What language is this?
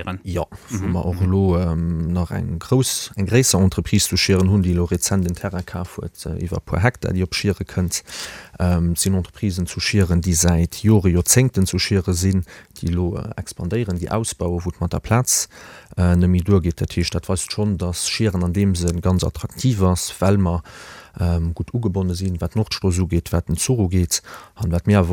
Luxembourgish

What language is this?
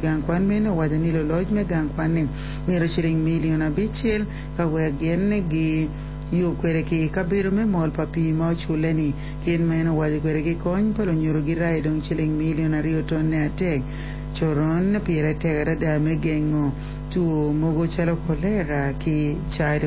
Acoli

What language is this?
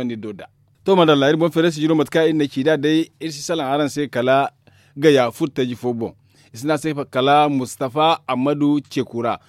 Zarma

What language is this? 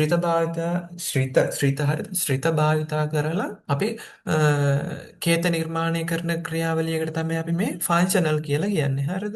Sinhala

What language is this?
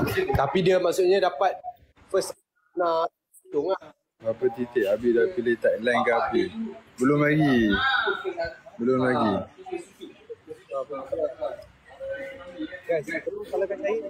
Malay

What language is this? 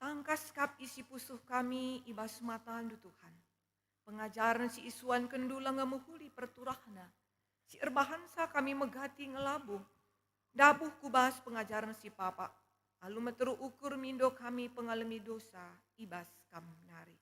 Batak Karo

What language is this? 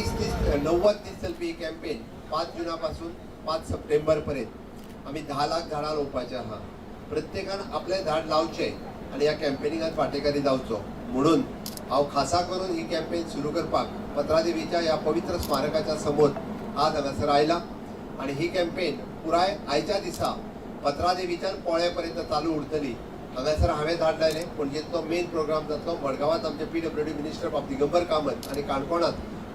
Konkani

